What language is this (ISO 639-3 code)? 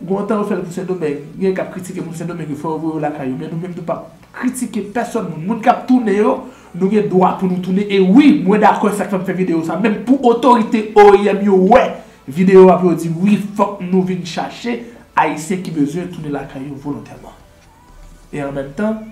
hat